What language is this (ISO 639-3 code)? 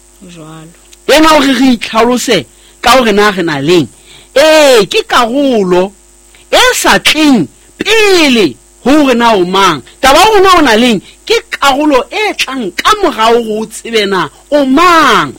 sot